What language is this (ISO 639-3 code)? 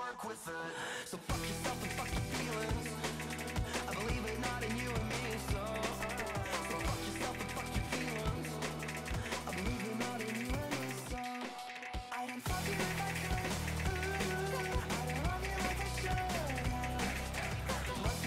eng